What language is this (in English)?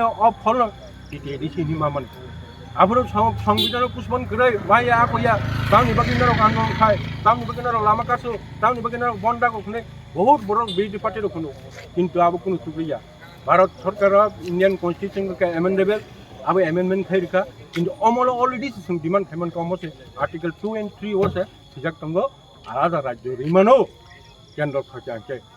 Kok Borok